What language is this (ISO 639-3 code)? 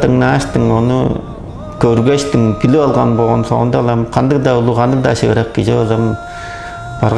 tyv